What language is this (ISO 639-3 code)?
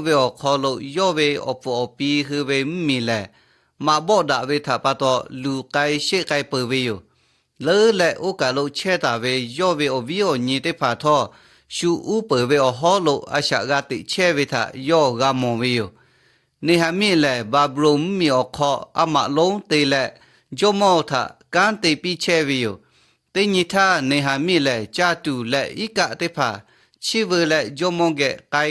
lhu